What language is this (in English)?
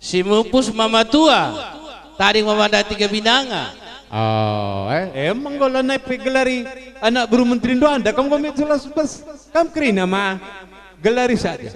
Batak Karo